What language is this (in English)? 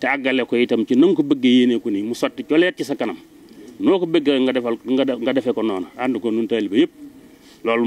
Wolof